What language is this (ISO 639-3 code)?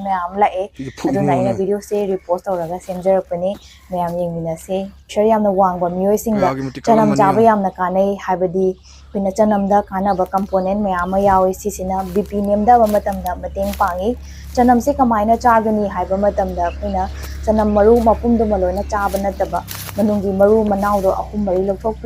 mni